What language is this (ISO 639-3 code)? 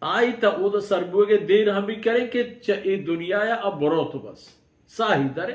bal